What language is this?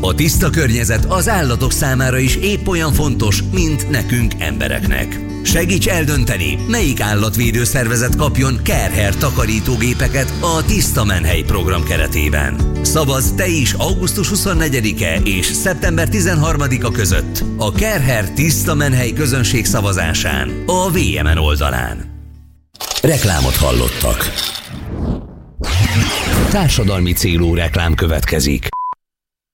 Hungarian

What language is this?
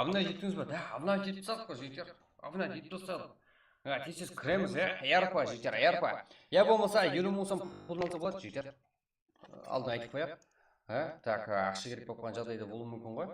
Kara-Kalpak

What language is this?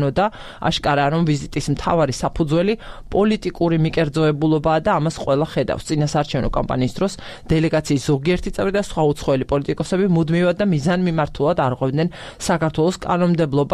Georgian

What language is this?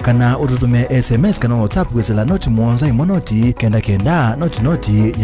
Kamba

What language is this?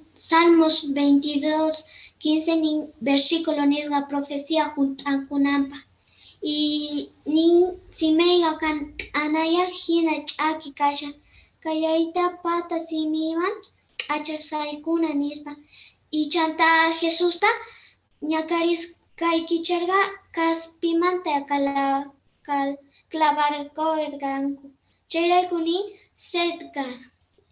Quechua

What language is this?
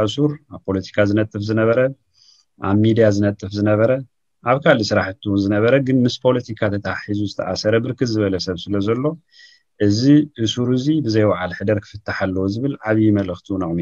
Tigrinya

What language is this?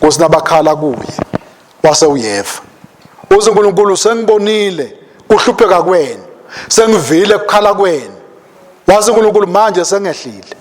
Swati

